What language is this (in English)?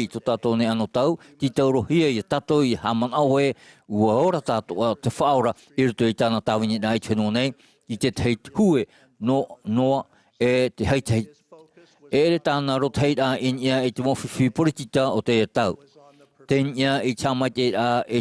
Tahitian